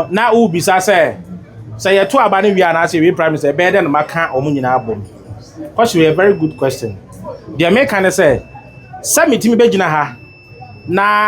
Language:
Akan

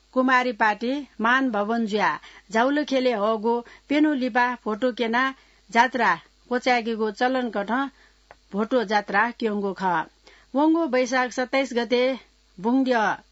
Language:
Newari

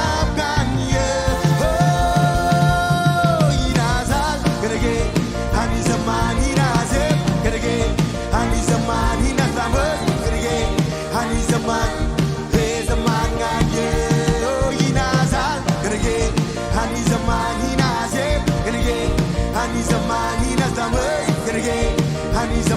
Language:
Marshallese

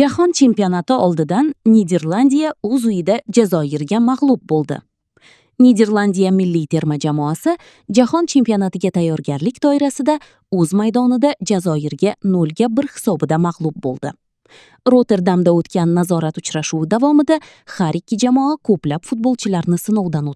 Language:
Uzbek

